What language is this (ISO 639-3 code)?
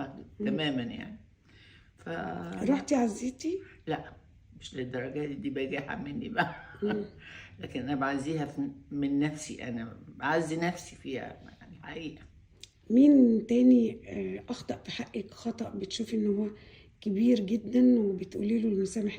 arz